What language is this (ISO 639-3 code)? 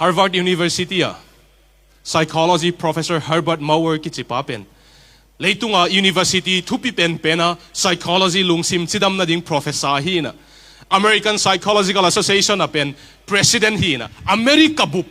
ctd